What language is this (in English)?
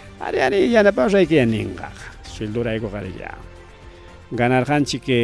Ayacucho Quechua